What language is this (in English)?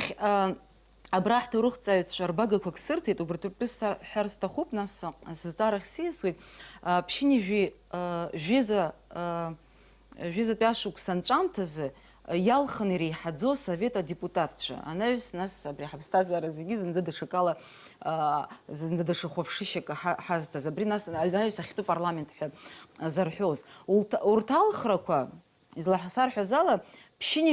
Abkhazian